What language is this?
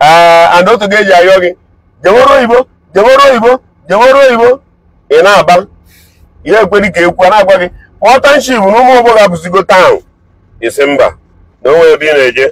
Igbo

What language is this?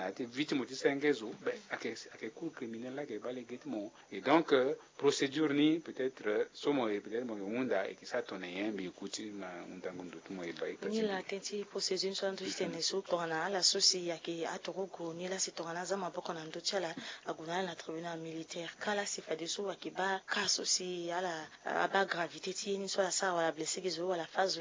Sango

